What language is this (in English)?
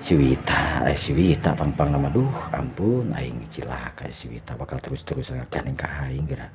Sundanese